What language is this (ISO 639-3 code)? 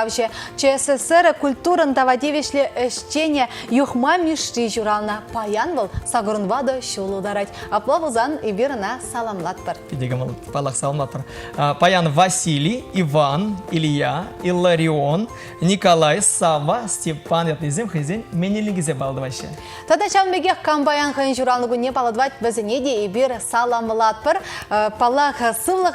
chv